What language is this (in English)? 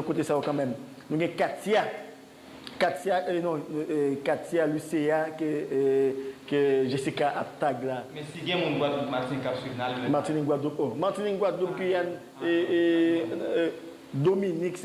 Haitian Creole